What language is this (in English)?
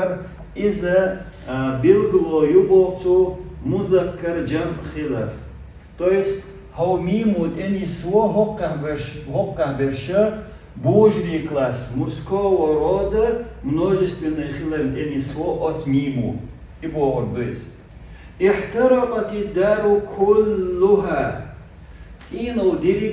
Chechen